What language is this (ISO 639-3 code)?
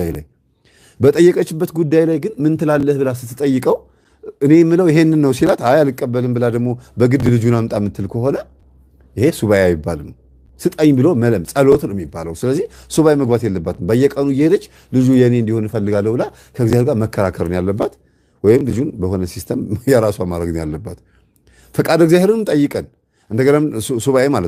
amh